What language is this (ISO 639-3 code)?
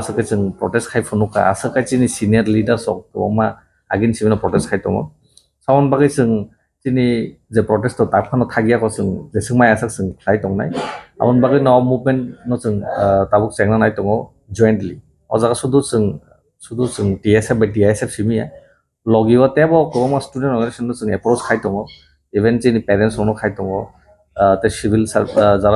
trp